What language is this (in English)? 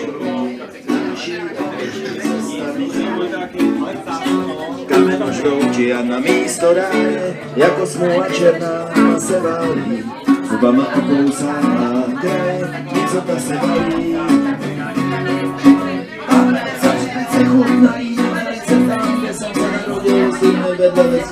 Czech